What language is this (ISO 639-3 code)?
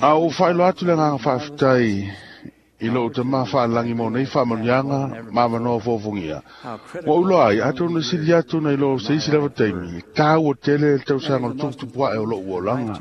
smo